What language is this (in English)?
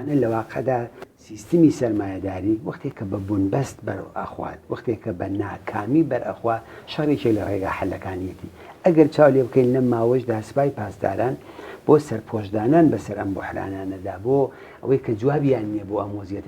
Central Kurdish